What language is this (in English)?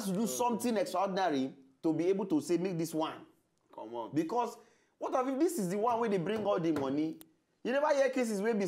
Nigerian Pidgin